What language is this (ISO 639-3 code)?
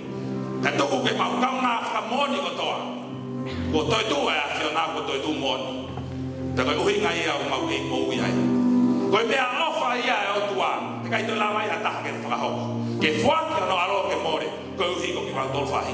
ton